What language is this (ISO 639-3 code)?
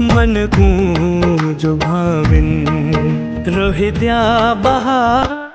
skr